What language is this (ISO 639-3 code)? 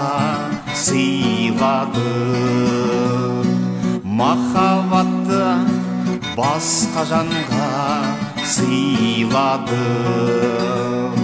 kaz